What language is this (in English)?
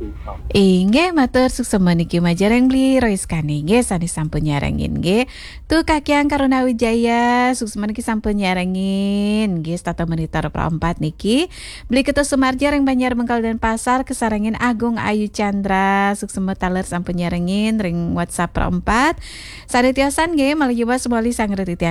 Balinese